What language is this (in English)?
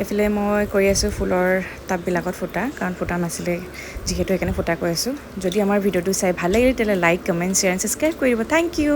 Assamese